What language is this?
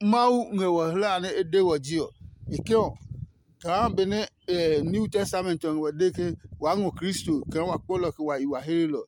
Adangme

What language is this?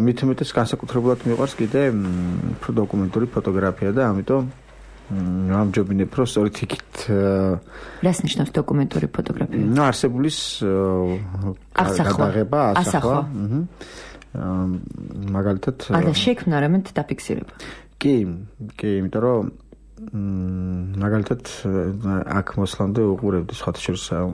Georgian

